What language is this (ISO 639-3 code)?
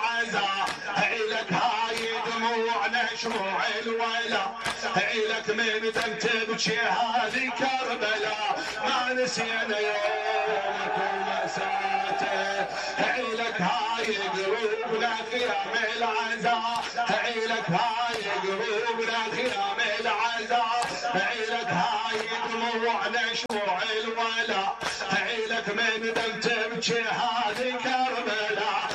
acm